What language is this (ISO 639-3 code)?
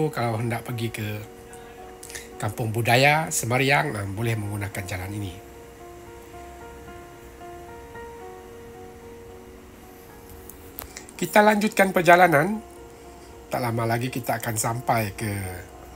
msa